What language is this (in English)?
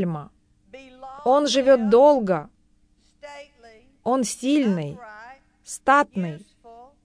Russian